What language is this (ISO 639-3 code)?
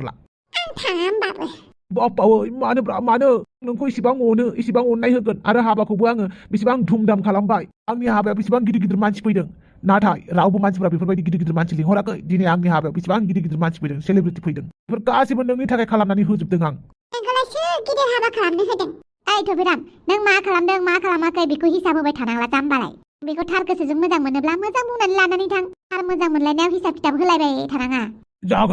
brx